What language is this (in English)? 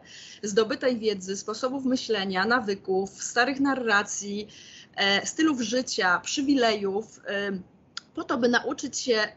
Polish